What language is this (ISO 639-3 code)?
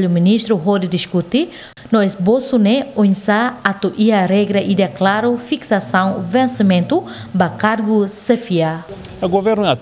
tet